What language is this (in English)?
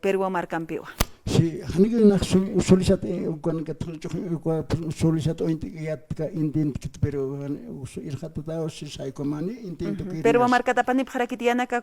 Aymara